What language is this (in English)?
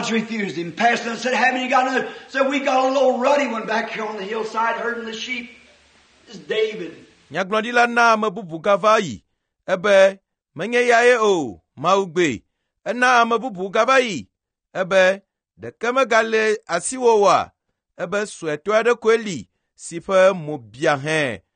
Ewe